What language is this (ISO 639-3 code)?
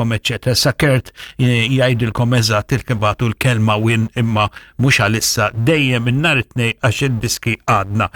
mlt